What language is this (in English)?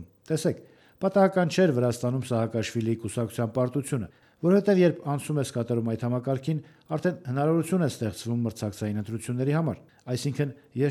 Armenian